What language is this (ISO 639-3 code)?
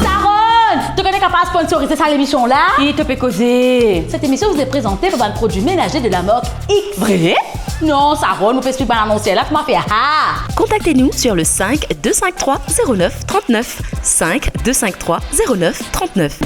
mfe